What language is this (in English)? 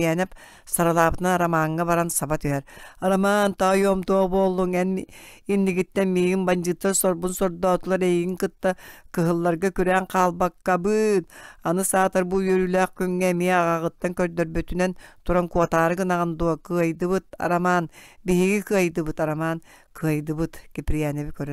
Yakut